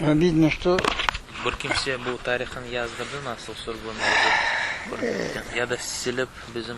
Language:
Crimean Tatar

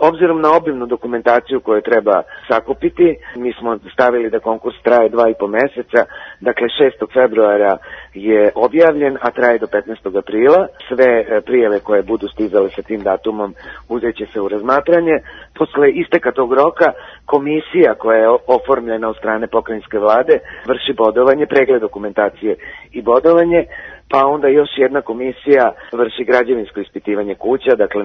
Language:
Serbian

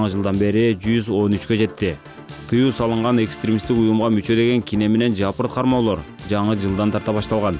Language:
Kyrgyz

